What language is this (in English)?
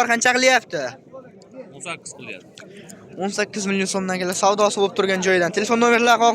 Uzbek